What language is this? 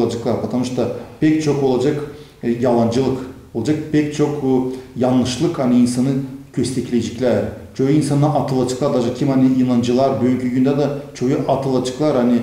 Gagauz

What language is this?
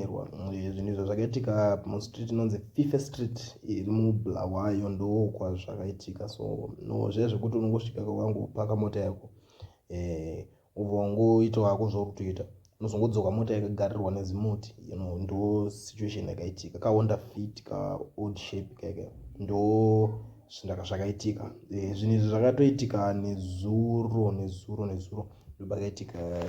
Shona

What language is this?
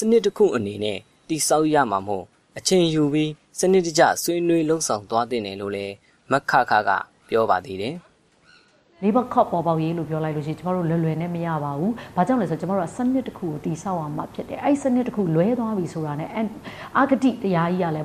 Burmese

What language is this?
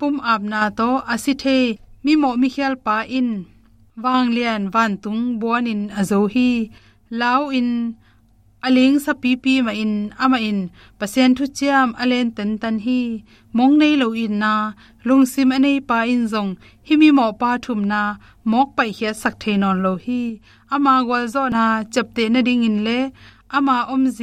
Tedim Chin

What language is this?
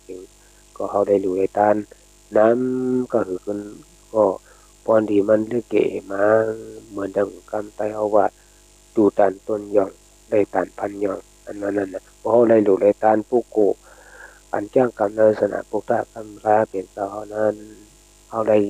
Shan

